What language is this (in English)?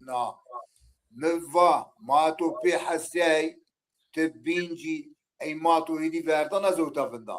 Zaza